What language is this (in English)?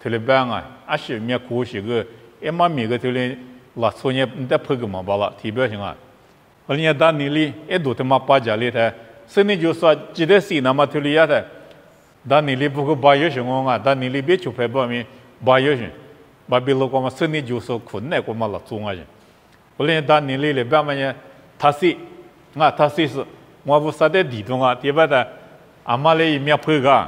Lisu